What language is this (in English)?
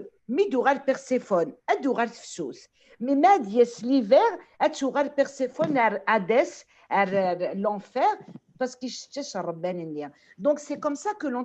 Kabyle